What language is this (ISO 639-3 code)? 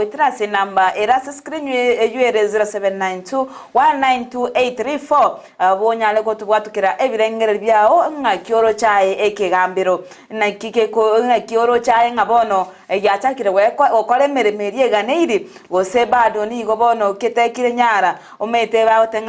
guz